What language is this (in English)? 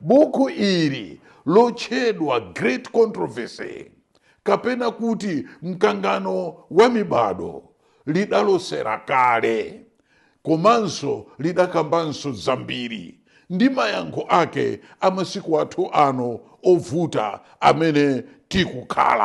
Nyanja